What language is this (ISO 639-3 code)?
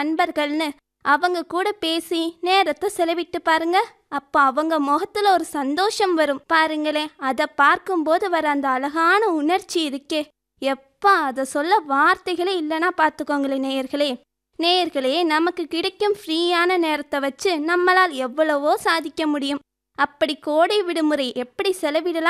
tam